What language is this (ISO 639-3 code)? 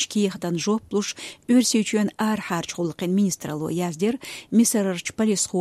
che